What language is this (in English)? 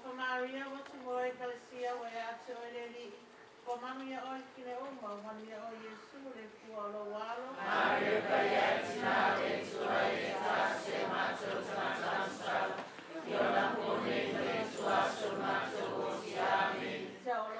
Samoan